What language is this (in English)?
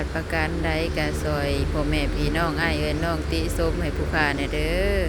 Lao